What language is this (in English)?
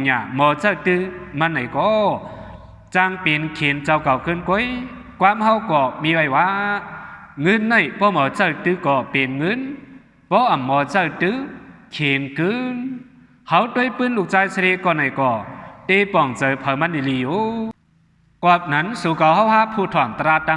Shan